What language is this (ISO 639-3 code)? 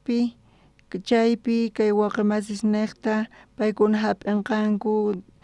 quh